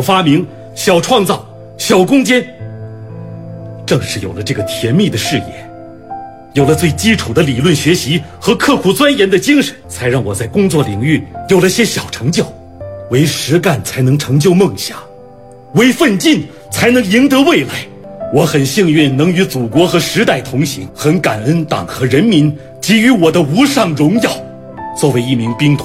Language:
Chinese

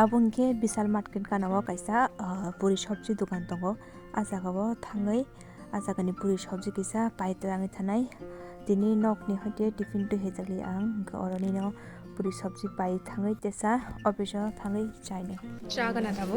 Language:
Kok Borok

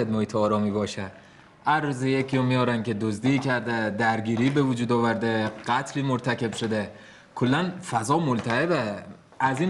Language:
Persian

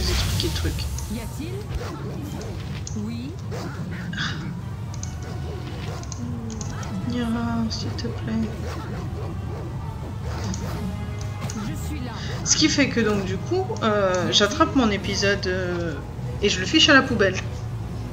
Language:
French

